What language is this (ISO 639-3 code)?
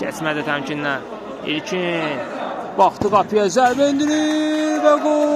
aze